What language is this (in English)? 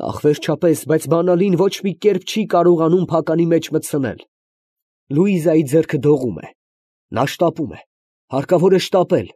Armenian